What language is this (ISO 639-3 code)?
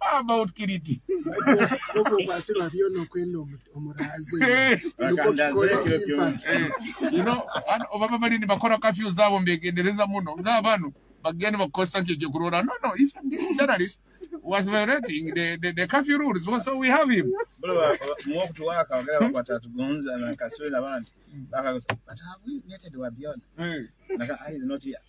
nyo